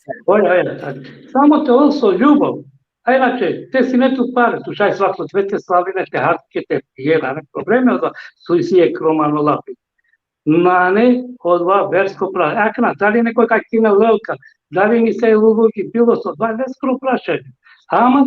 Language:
Balkan Romani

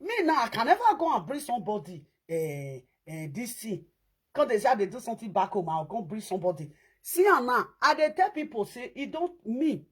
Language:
Nigerian Pidgin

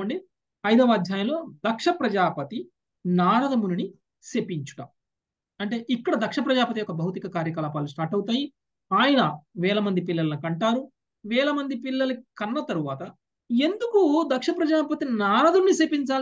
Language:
Telugu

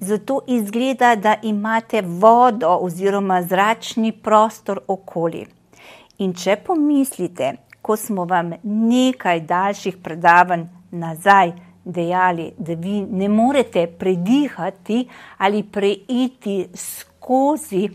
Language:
Slovenian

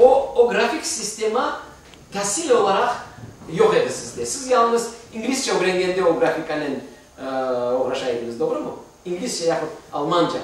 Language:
Crimean Tatar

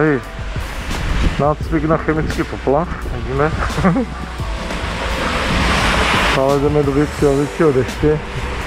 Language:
Czech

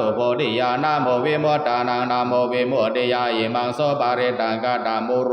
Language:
Pali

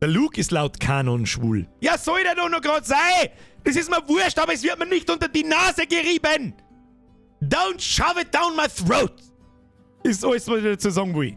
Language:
Bavarian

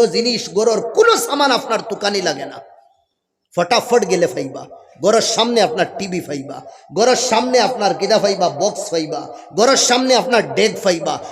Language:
Sylheti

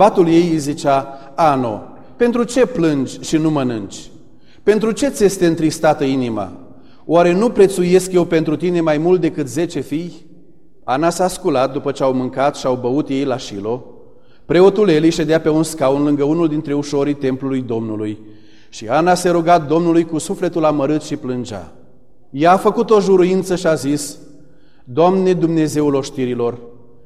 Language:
Romanian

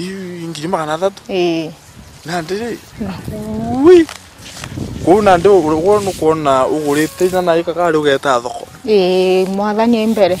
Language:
Meru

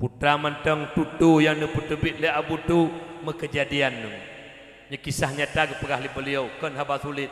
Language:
Achinese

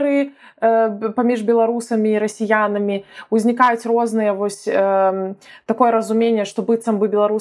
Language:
Belarusian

